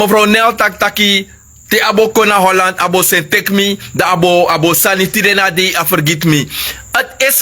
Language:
Sranan Tongo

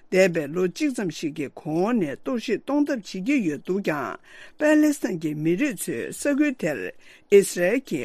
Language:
Tibetan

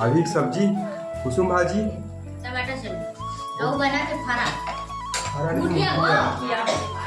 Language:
Chhattisgarhi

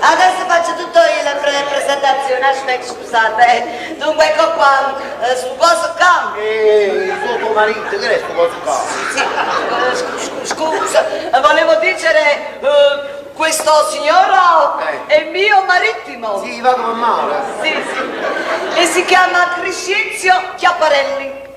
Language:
Neapolitan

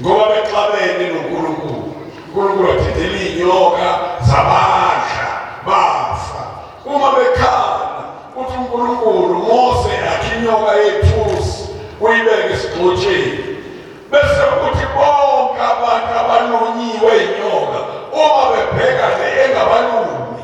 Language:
Zulu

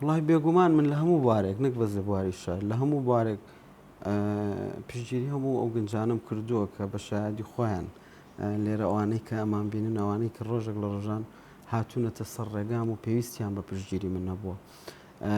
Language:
Central Kurdish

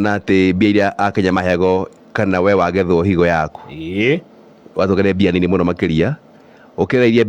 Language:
Kikuyu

